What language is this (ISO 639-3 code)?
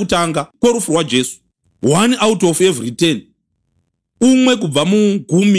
sna